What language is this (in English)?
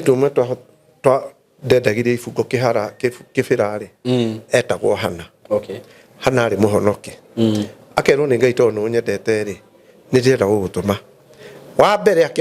Kikuyu